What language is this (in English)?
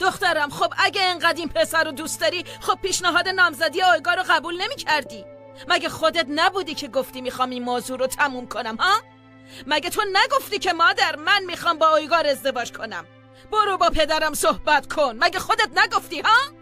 Persian